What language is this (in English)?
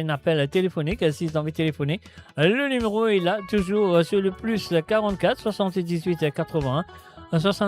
Morisyen